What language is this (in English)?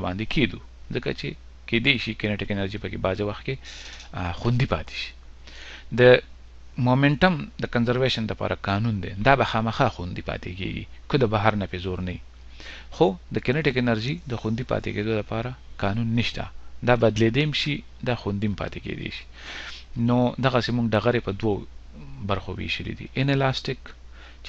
Pashto